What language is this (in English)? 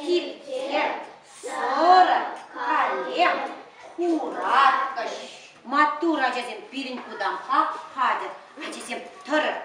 Chuvash